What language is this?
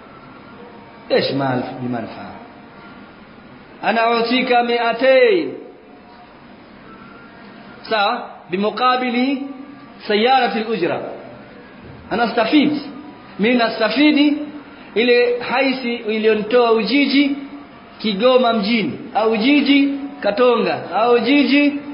Swahili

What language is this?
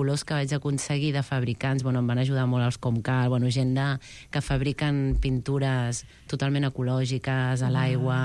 Catalan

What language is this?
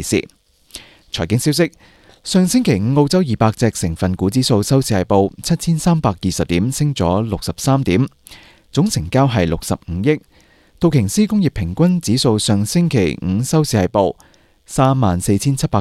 Cantonese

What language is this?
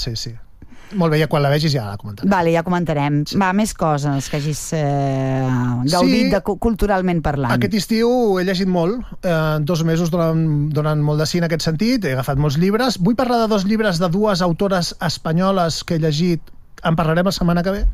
Catalan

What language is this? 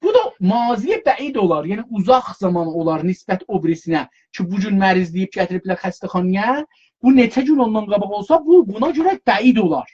South Azerbaijani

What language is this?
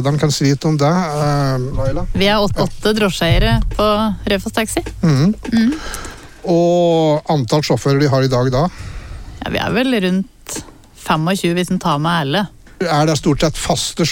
Norwegian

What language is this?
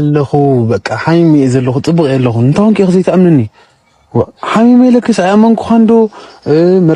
Tigrinya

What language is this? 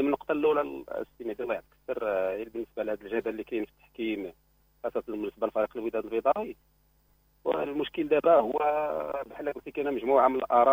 Moroccan Arabic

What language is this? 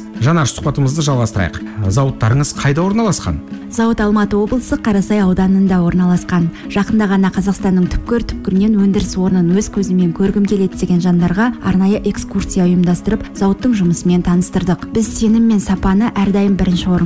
Kazakh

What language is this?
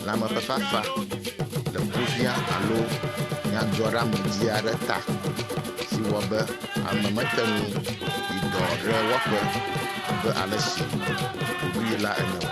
Ewe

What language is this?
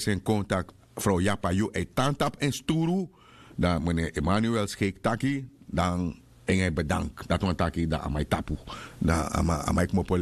Sranan Tongo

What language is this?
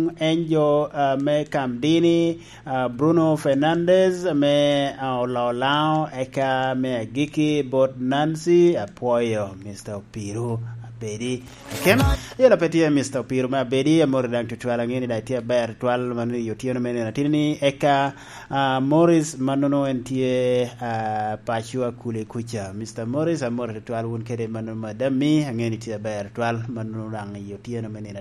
Lango (Uganda)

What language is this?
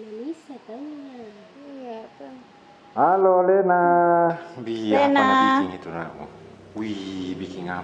Makassar Malay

